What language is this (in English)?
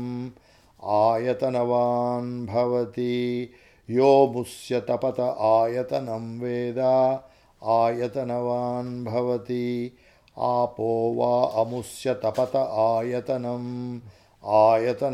Sanskrit